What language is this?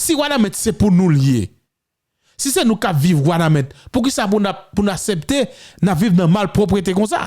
Haitian Creole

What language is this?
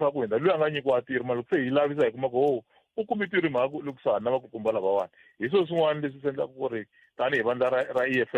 Tsonga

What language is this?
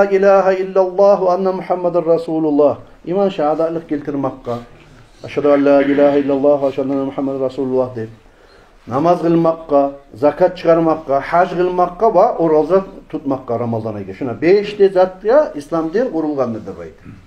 Kumyk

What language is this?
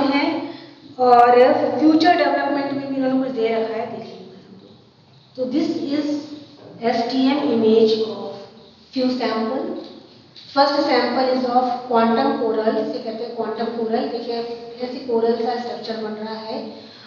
Hindi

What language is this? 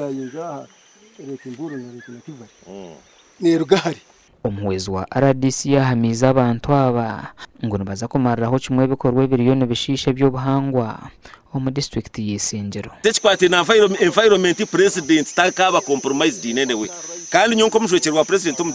Nyankole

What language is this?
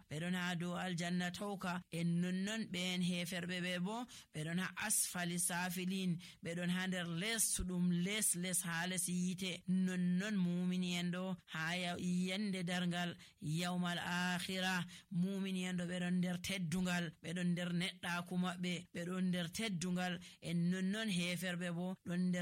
Nigerian Fulfulde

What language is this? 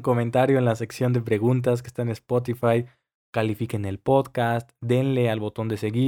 Spanish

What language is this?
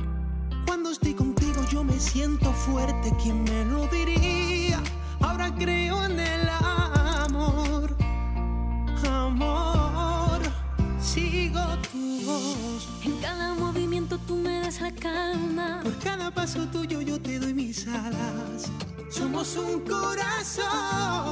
Spanish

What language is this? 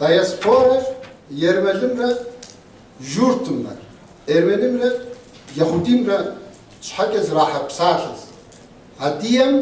Kabardian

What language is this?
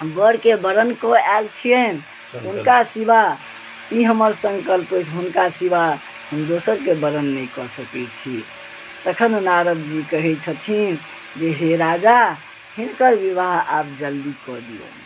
Maithili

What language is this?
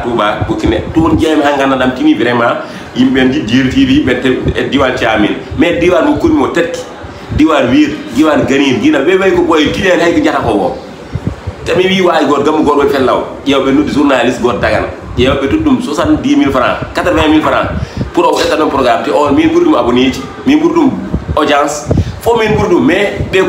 Fula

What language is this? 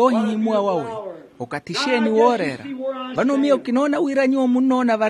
Makhuwa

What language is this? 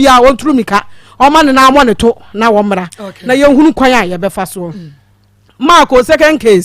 Akan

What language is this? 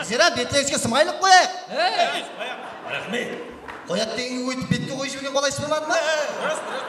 Kara-Kalpak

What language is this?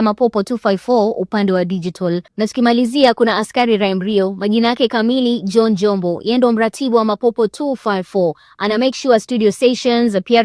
Swahili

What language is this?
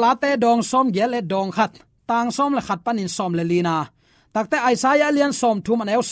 Tedim Chin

